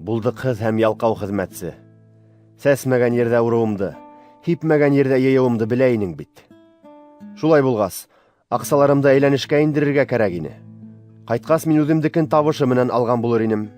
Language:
Bashkir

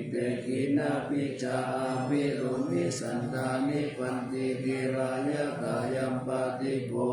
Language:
Pali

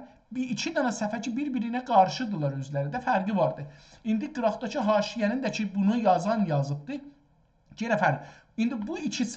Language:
South Azerbaijani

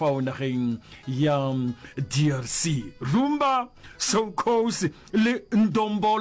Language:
Northern Sotho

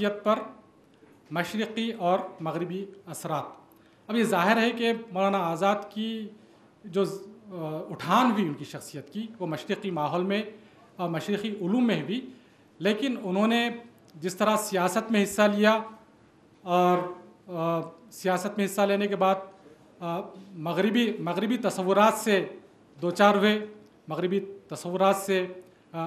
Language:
Urdu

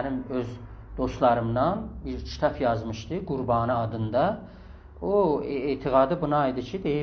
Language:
South Azerbaijani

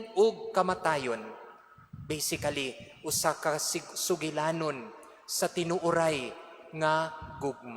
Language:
Cebuano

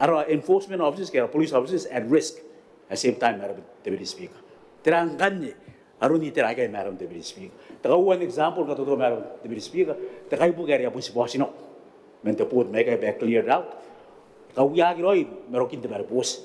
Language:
Gilbertese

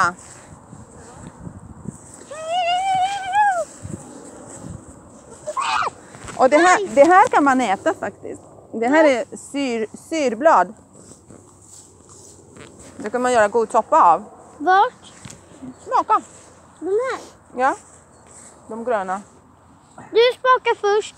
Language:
Swedish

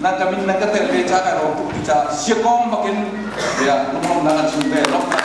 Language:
Hakha Chin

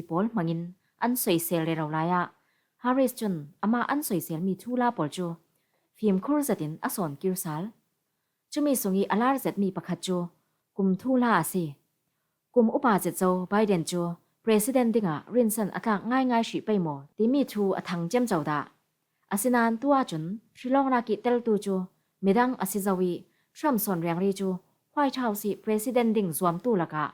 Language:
Falam Chin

